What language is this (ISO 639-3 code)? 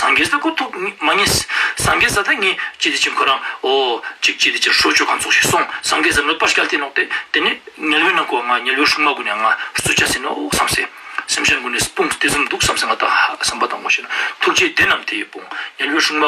lbj